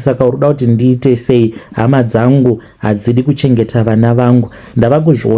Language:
Shona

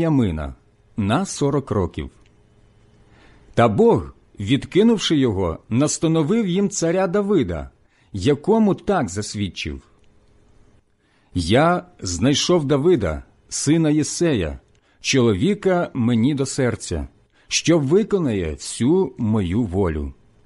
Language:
Ukrainian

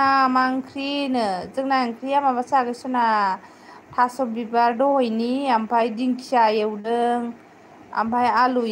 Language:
Bodo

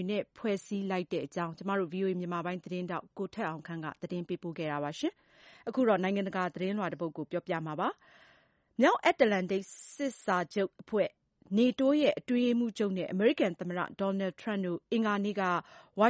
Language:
Burmese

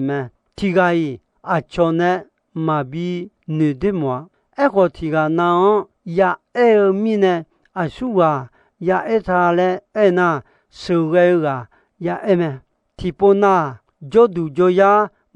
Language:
Akha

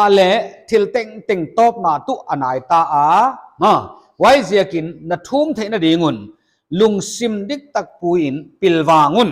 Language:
Paite Chin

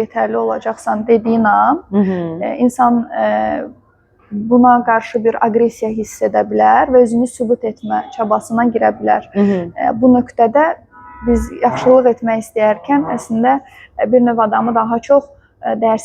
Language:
Azerbaijani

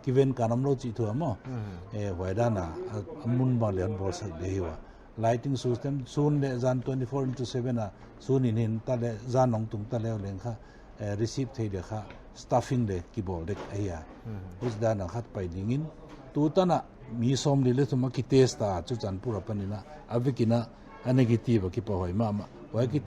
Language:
Paite Chin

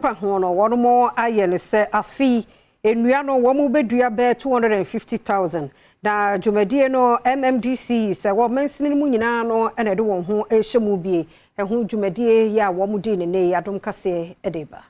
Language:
Akan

